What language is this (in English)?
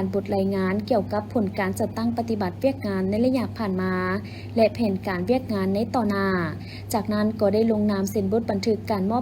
Lao